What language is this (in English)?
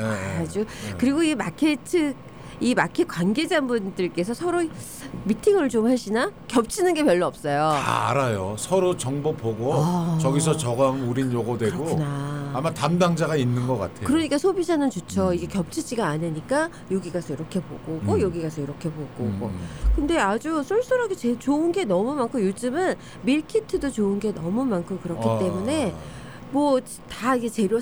Korean